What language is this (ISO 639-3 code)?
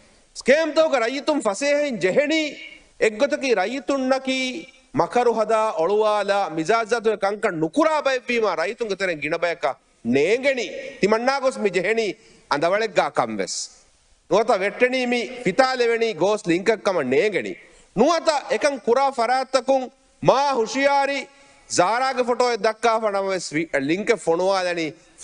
div